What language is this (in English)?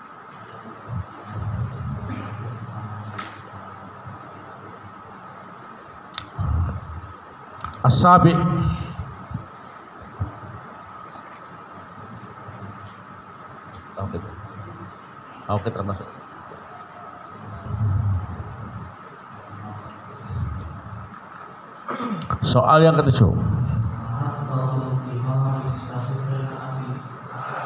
Indonesian